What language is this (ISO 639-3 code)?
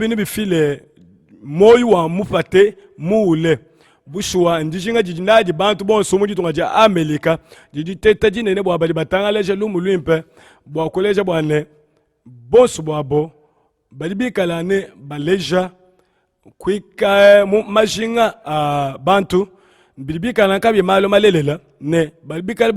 lua